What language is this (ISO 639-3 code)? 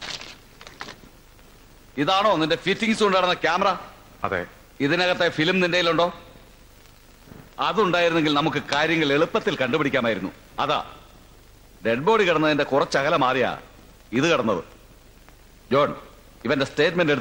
mal